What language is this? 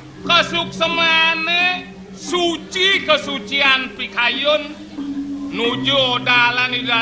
Balinese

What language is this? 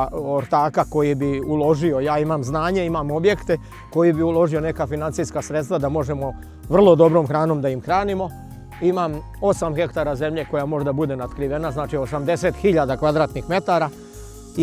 Serbian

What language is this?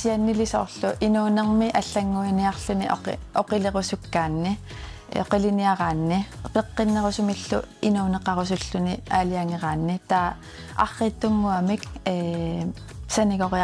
Kalaallisut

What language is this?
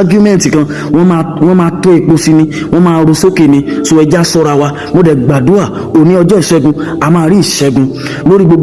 Yoruba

